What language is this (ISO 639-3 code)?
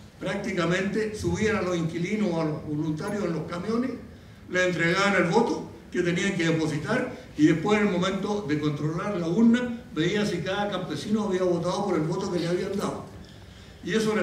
spa